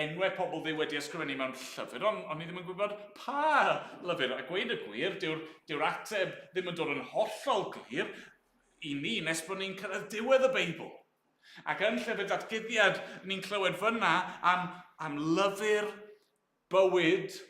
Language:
Welsh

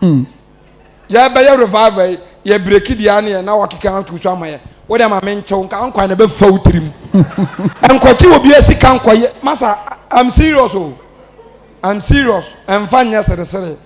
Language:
Akan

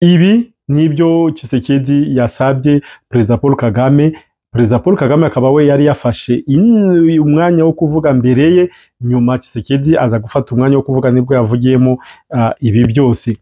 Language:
Kinyarwanda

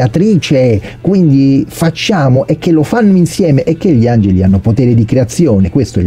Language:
Italian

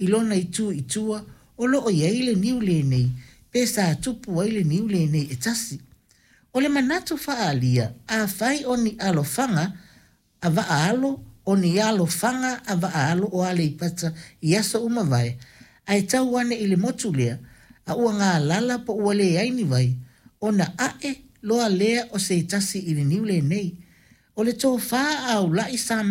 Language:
Samoan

